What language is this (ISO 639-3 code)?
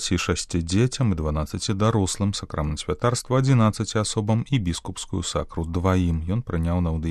bel